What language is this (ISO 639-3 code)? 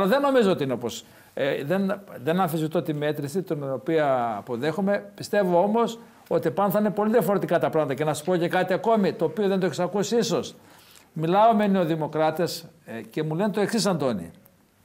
ell